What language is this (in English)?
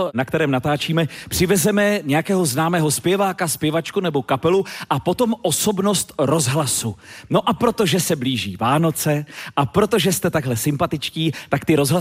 Czech